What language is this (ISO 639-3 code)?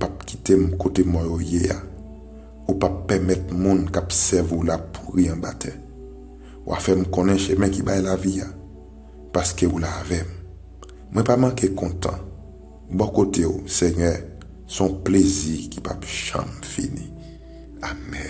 hat